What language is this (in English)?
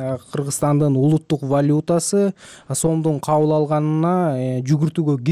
Kyrgyz